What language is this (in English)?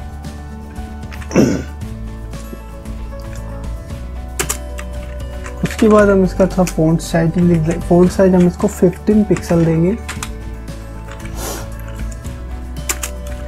Hindi